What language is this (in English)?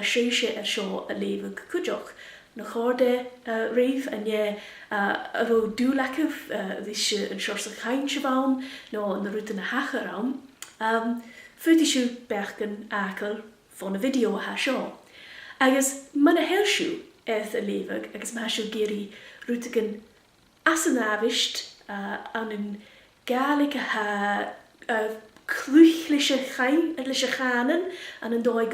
Scottish Gaelic